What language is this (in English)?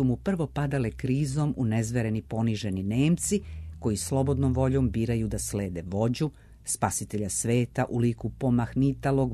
Serbian